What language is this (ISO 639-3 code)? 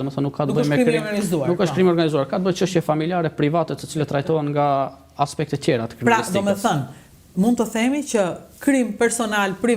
sqi